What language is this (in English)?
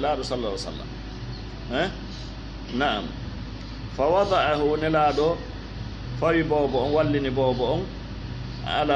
Fula